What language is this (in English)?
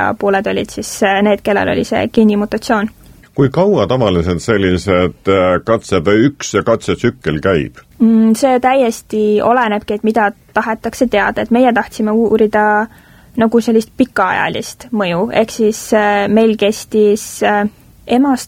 Estonian